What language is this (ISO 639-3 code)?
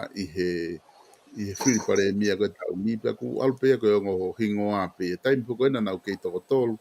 ton